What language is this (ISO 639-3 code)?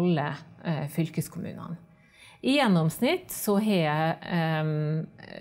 nor